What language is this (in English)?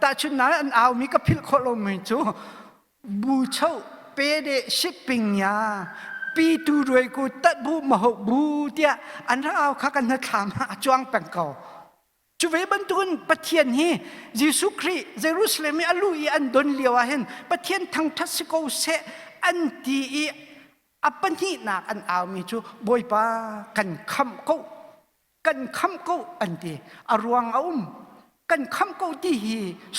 Hakha Chin